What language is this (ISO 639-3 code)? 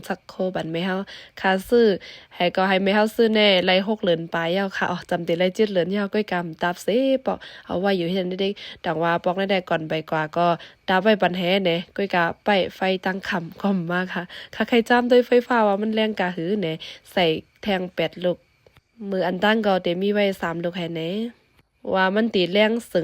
shn